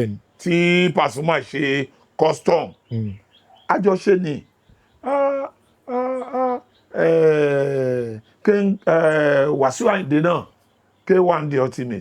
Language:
Yoruba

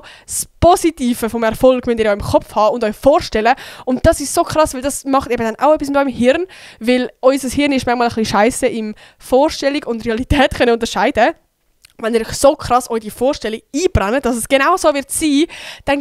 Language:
Swiss German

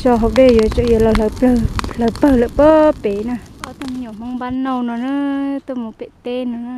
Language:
Hmong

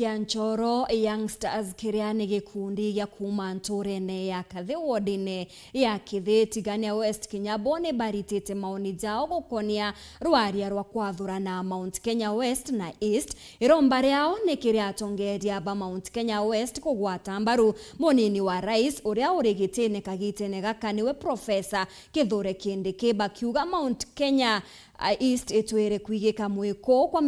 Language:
Meru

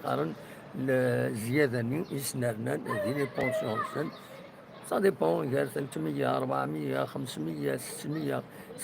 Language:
Kabyle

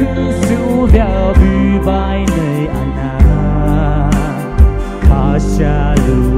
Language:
Poumei Naga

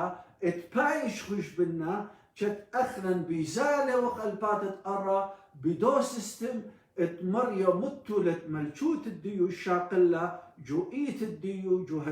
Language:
Assyrian Neo-Aramaic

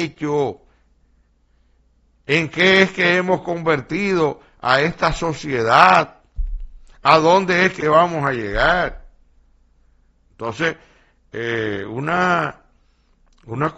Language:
Spanish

